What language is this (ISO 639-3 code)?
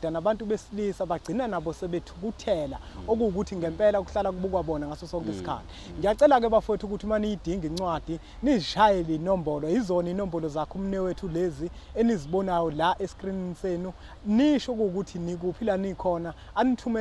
zul